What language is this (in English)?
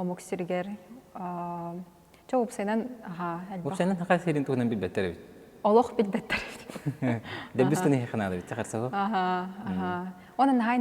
Yakut